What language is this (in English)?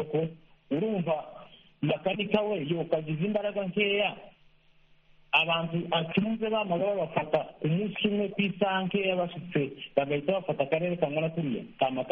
Kinyarwanda